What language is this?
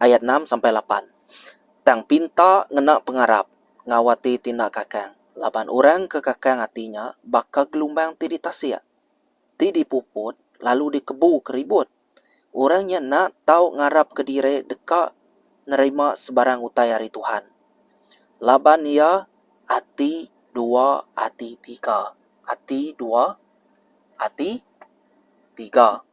Iban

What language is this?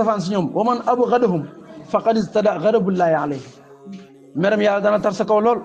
Wolof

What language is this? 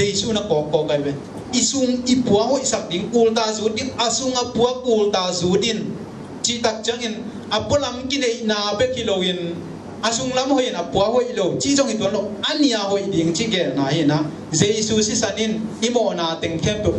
Tedim Chin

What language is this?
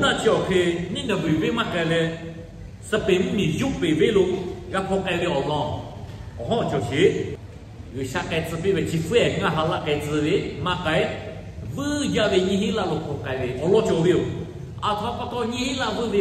Lahu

